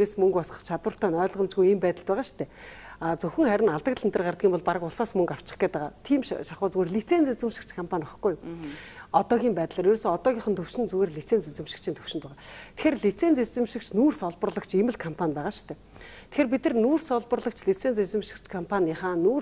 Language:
Mongolian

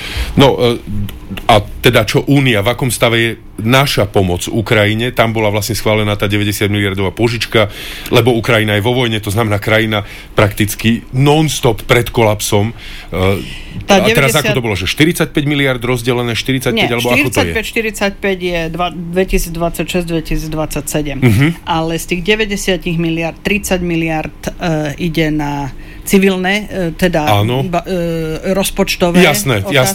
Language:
Slovak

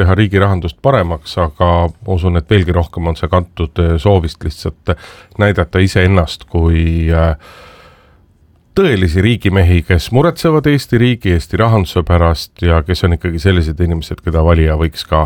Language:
Estonian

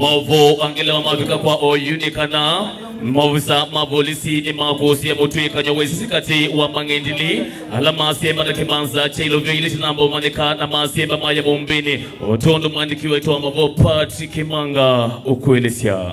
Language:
Kamba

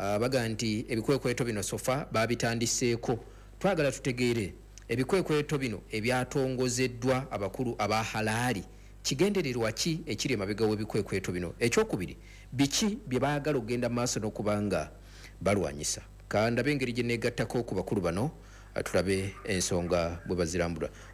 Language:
Ganda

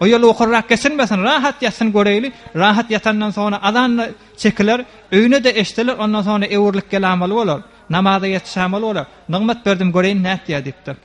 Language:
Turkmen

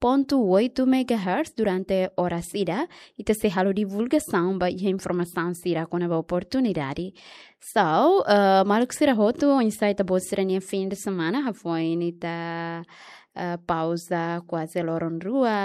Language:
Tetum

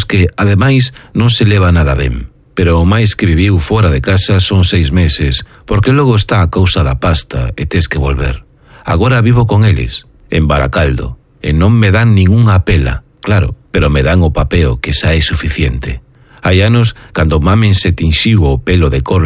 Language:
Galician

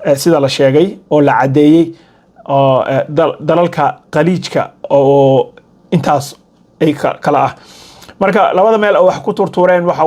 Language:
Somali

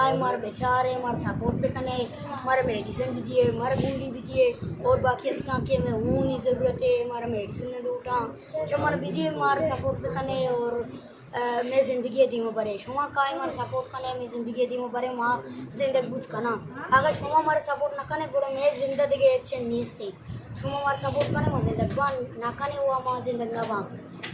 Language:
Eastern Balochi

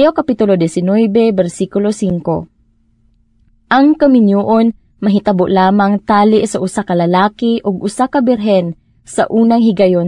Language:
Cebuano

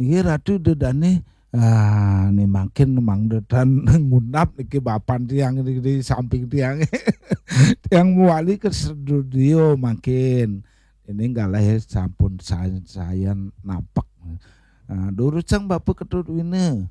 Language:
Balinese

